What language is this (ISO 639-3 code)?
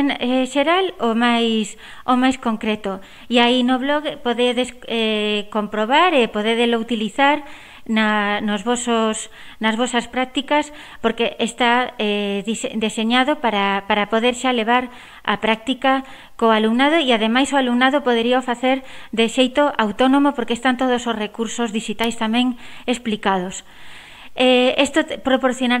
glg